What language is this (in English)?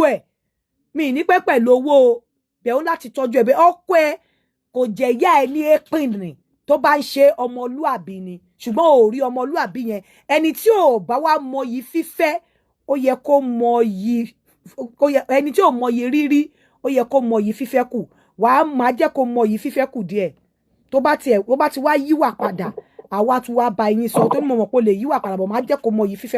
Yoruba